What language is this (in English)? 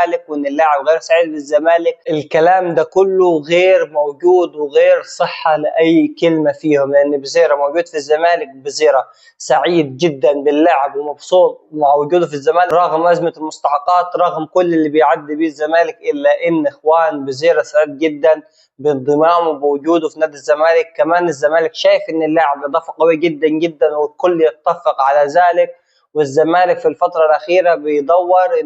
Egyptian Arabic